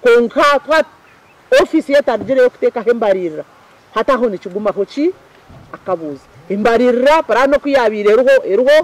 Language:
Nyankole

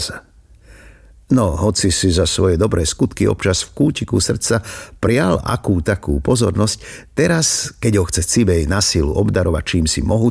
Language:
Slovak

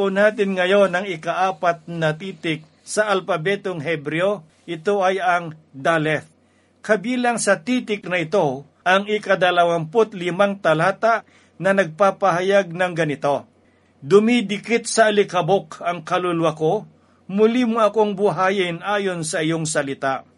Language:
Filipino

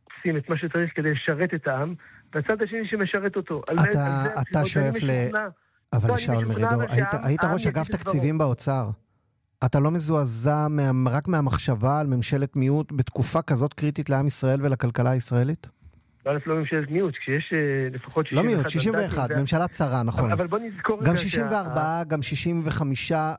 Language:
Hebrew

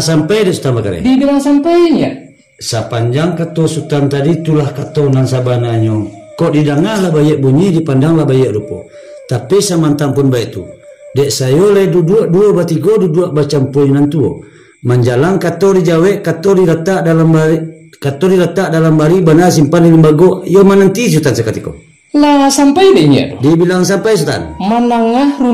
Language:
Minangkabau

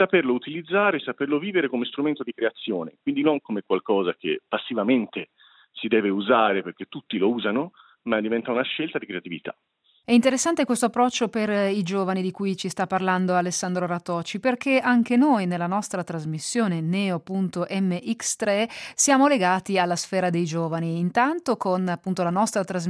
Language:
Italian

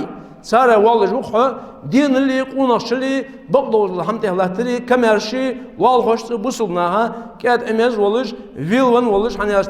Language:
Ingush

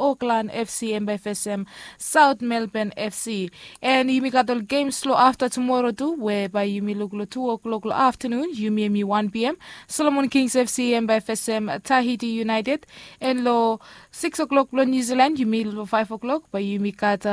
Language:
Bislama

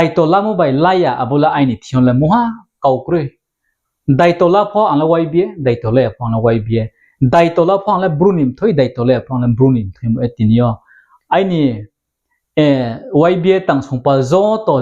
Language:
Riang (India)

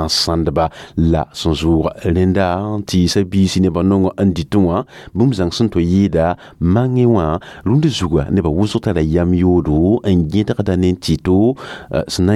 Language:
Mossi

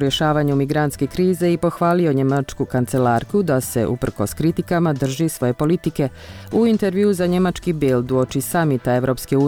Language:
Bosnian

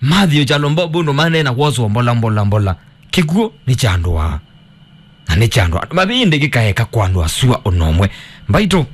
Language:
Kamba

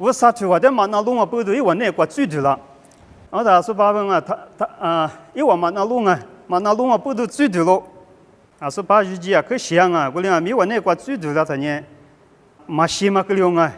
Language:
Lisu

